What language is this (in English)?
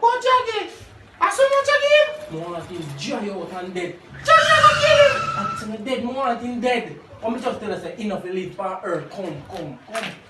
Jamaican Creole English